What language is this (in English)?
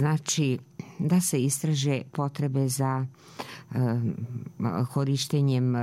Croatian